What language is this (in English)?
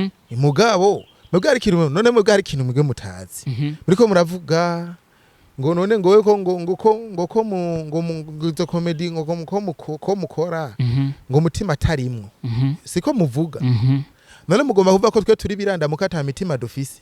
Rundi